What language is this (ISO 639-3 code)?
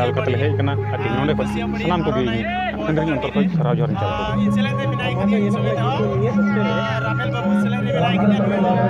sat